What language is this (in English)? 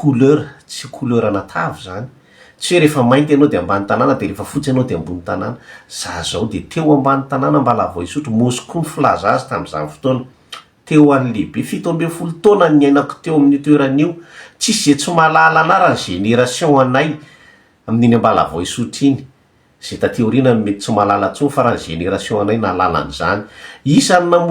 Malagasy